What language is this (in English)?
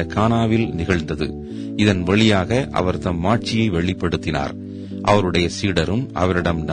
Tamil